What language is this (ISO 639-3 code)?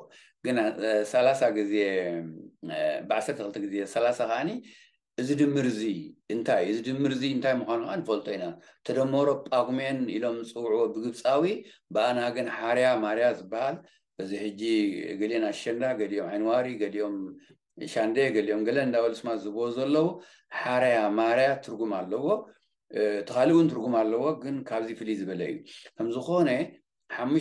tir